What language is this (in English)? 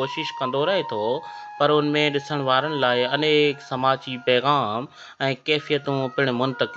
Sindhi